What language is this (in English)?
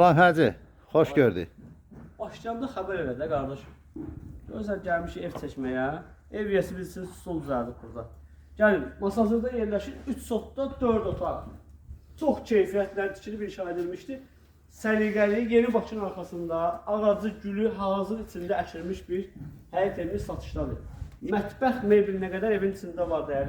Azerbaijani